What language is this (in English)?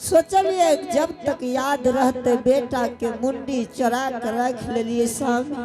Angika